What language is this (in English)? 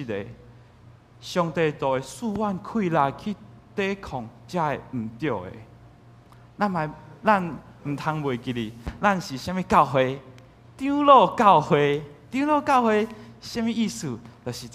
Min Nan Chinese